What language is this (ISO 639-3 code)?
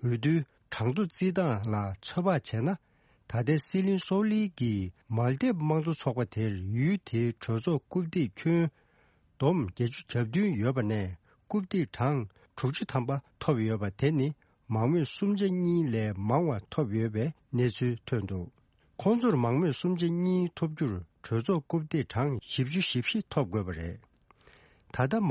bod